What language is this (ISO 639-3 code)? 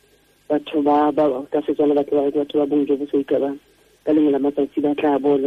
tsn